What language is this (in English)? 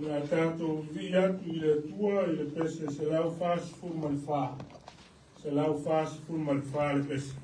Samoan